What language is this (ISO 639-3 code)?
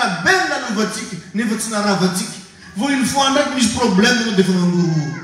mlg